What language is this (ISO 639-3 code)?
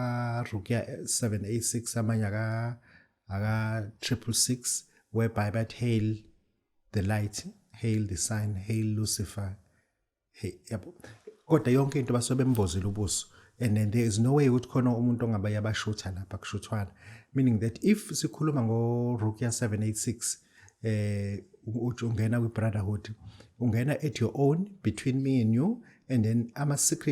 zul